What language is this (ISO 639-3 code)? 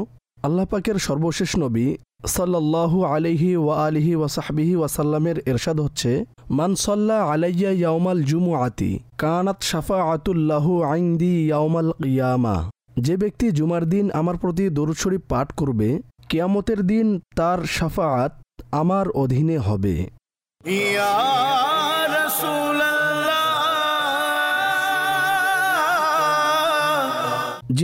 ben